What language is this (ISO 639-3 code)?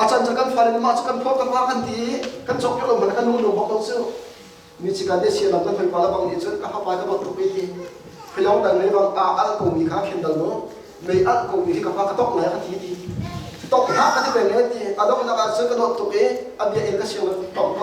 cnh